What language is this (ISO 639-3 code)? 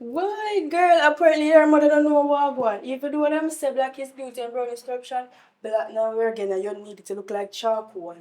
jam